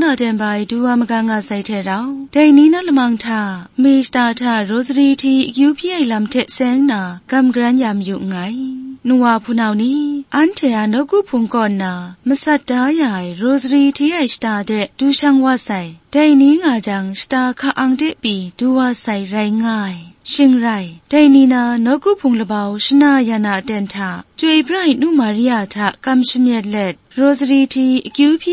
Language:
Kachin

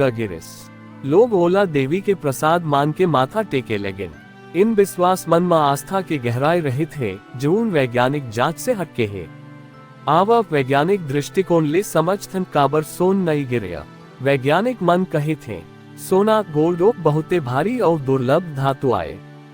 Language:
Chhattisgarhi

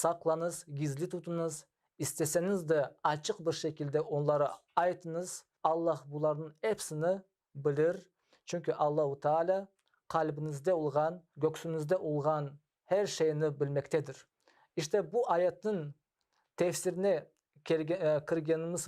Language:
Crimean Tatar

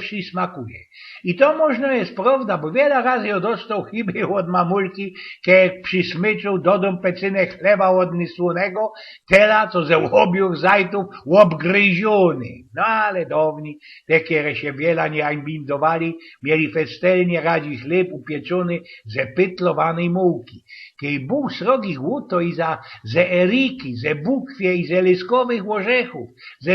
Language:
Silesian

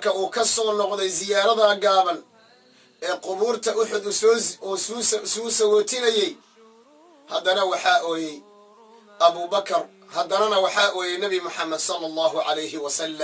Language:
Somali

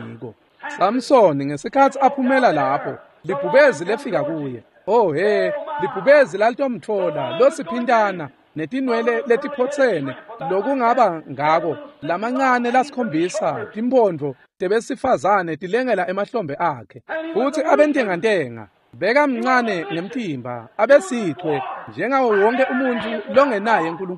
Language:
Swati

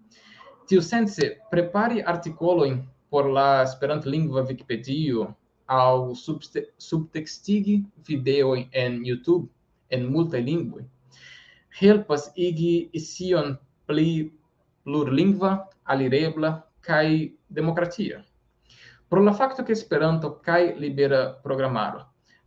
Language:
Esperanto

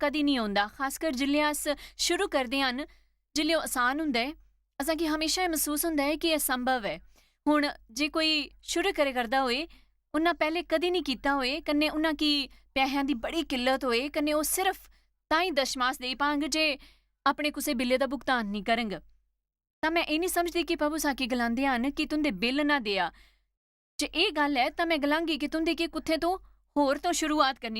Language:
Dogri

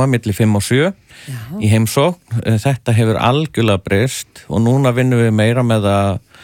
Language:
Icelandic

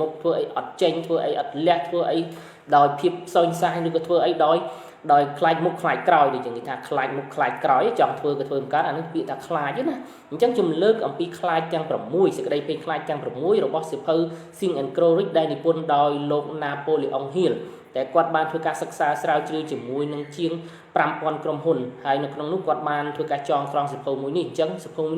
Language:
Khmer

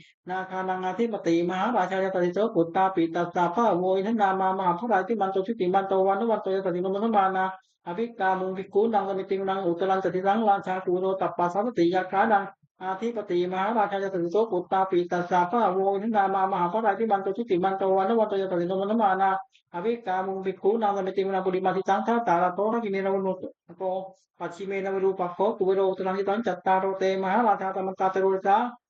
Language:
Pali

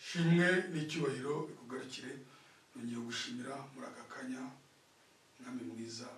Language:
Kinyarwanda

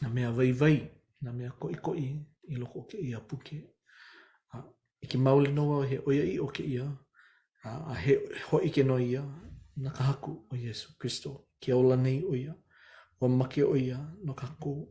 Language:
Hawaiian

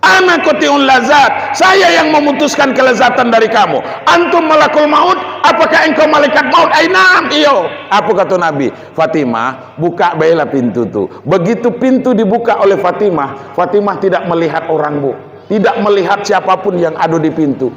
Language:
Minangkabau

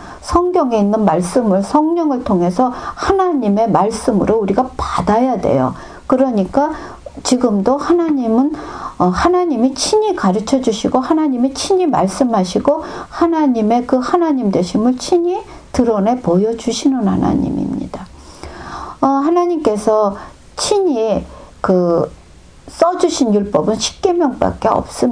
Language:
Korean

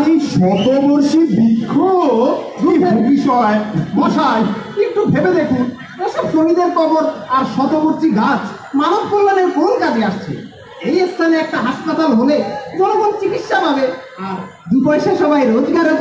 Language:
Bangla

